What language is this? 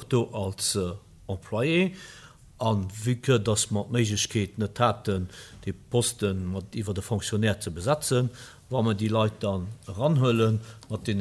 Luxembourgish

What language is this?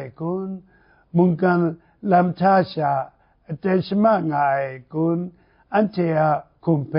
Kachin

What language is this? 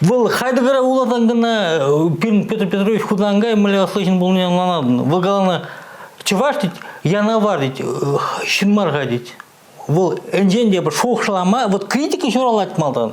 Chuvash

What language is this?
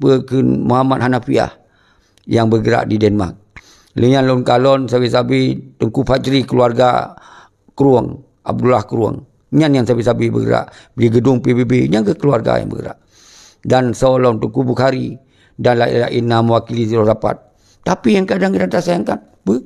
Achinese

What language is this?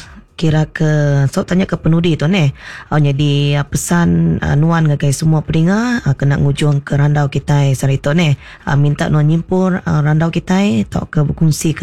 Iban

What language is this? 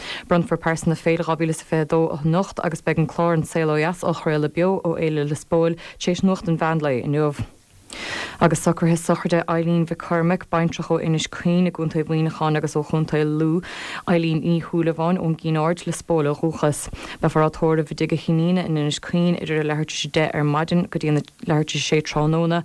Irish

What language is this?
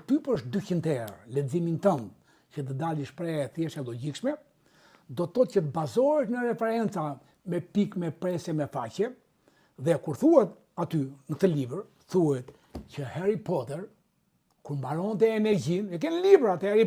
Albanian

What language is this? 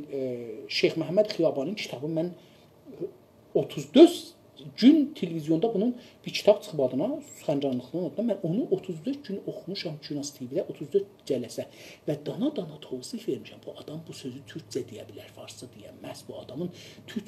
South Azerbaijani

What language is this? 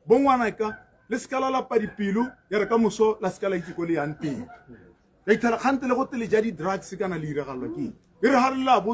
Tswana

